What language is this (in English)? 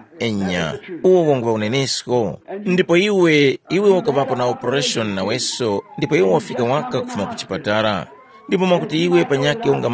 Tumbuka